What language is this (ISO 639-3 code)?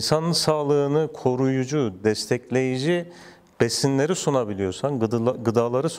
tur